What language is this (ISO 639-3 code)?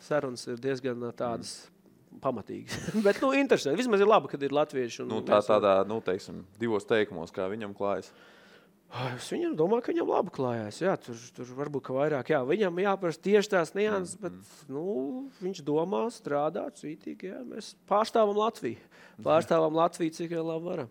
lav